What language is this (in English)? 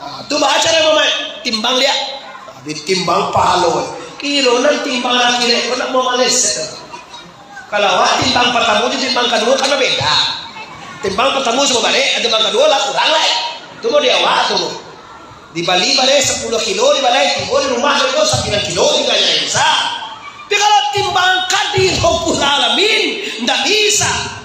Minangkabau